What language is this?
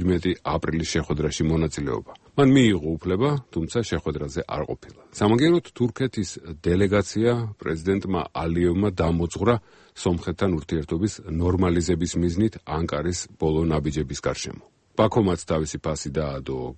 Georgian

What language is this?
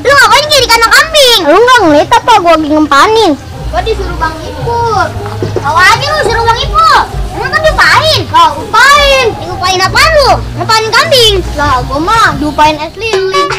Betawi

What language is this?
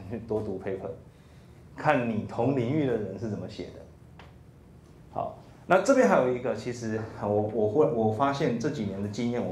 Chinese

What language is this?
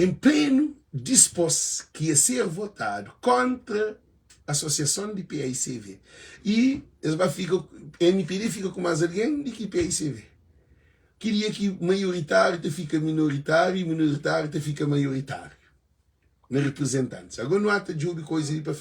Kabuverdianu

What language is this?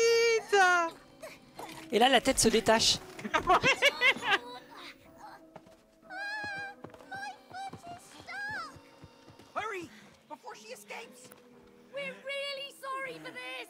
French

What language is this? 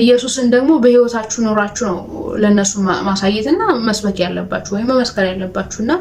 Amharic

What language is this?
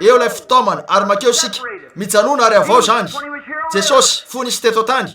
Malagasy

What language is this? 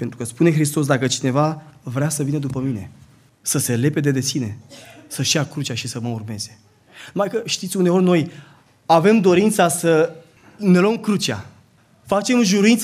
Romanian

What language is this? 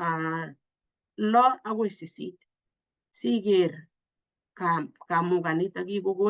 Kalenjin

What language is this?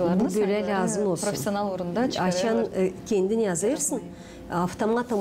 Gagauz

